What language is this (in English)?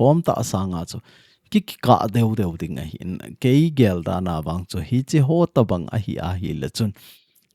Thado Chin